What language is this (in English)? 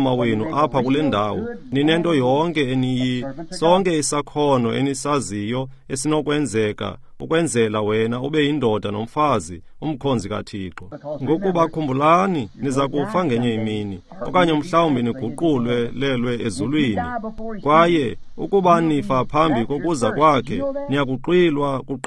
Xhosa